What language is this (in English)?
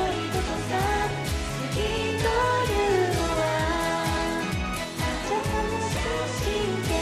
Japanese